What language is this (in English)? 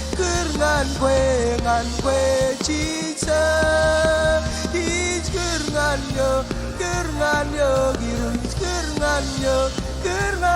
Marshallese